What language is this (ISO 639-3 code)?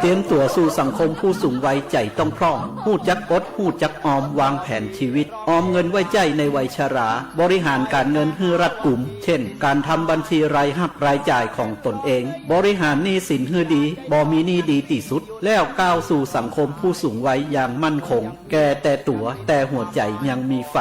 ahk